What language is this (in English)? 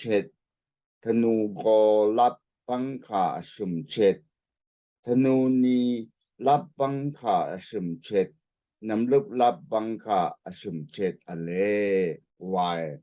Rawang